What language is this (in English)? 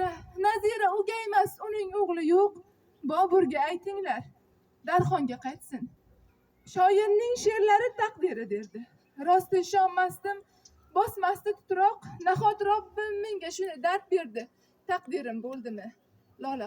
Uzbek